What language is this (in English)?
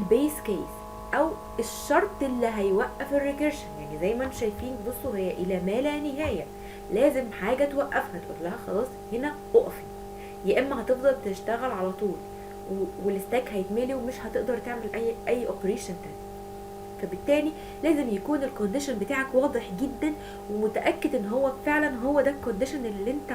Egyptian Arabic